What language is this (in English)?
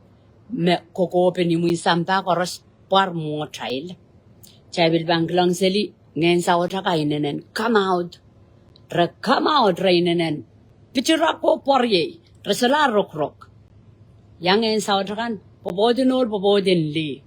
Pohnpeian